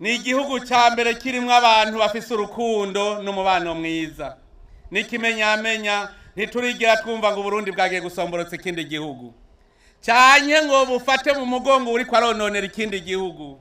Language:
Rundi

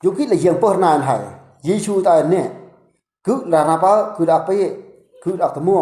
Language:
Eastern Bru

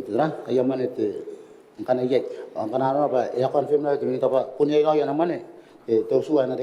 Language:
Gilbertese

